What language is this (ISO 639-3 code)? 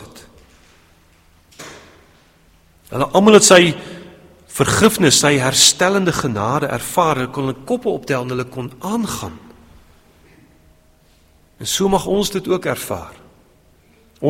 afr